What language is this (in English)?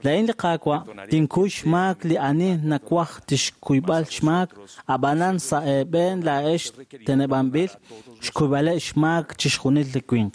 Kekchí